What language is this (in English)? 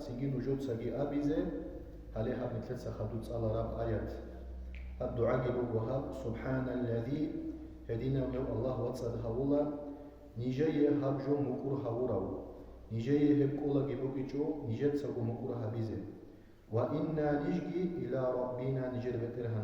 Avaric